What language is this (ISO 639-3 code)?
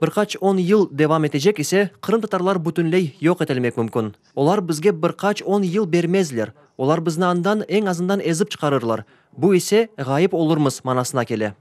crh